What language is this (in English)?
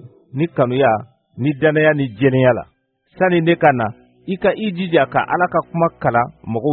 Bambara